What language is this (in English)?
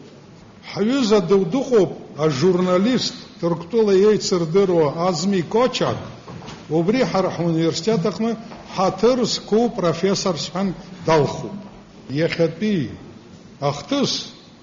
Abkhazian